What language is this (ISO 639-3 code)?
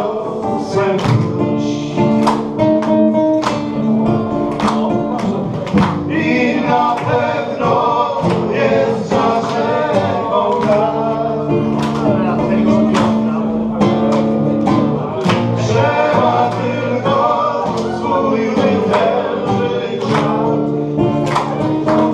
pol